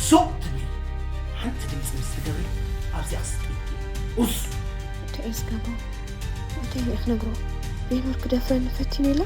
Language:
Tigrinya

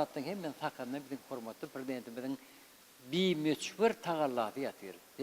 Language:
Turkmen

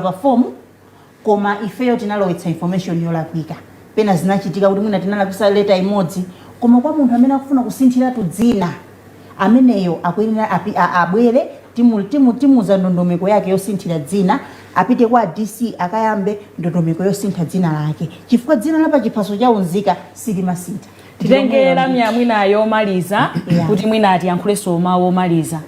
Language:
Nyanja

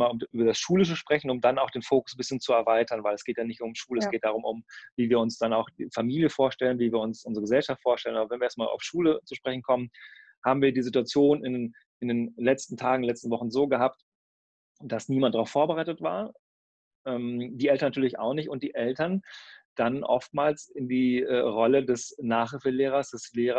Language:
German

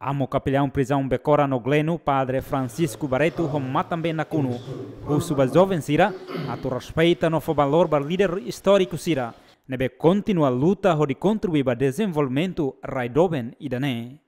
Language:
Tetum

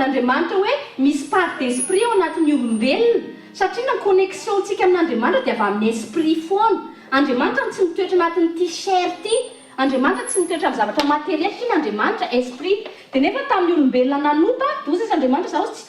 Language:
Malagasy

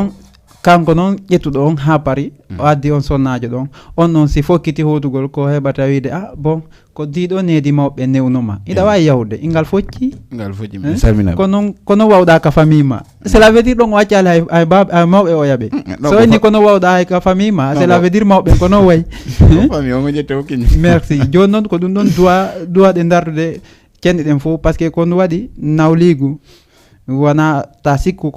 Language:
Fula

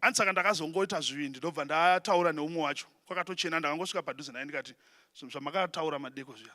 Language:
Shona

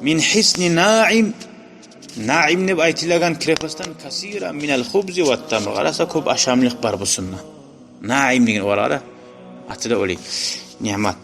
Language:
Kumyk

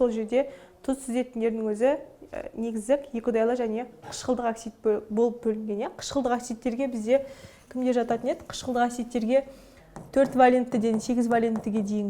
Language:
Kazakh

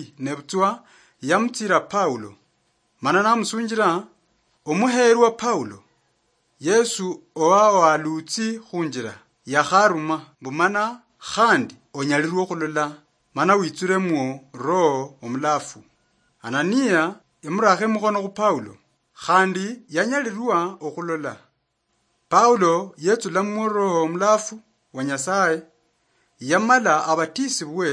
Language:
Luyia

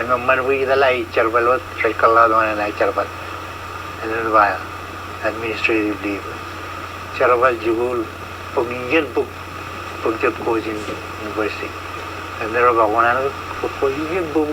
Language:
Marshallese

